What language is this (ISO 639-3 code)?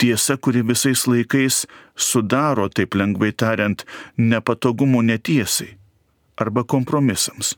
lit